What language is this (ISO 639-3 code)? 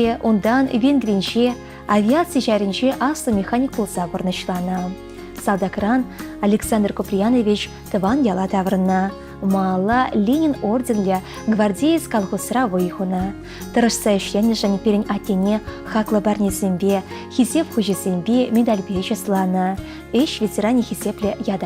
chv